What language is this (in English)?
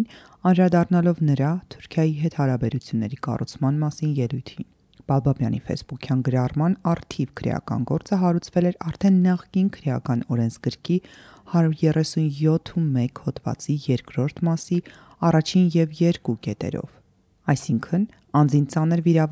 Armenian